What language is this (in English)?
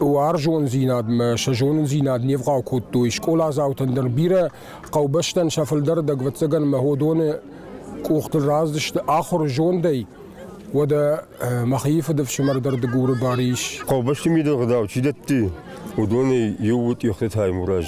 Ossetic